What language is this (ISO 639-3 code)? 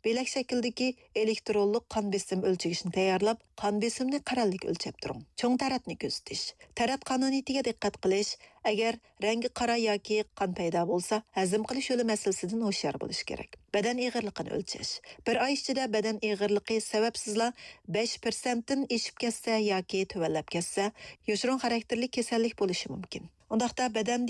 uig